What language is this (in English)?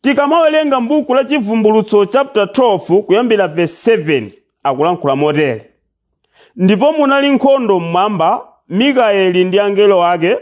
Nyanja